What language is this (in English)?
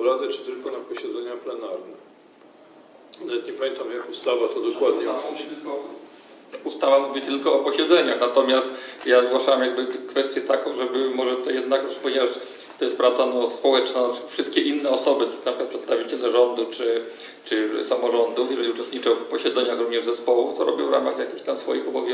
Polish